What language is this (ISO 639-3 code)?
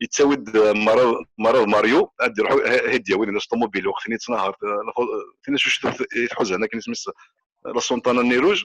kab